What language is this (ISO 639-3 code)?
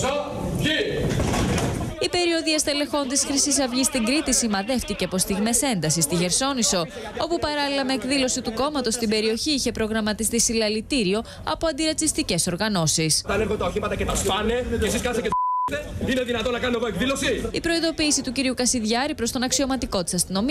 ell